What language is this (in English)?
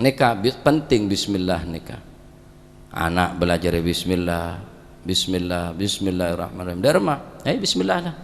Madurese